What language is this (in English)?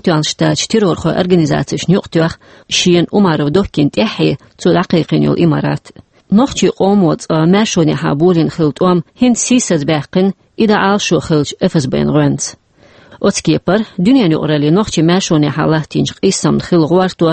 Chechen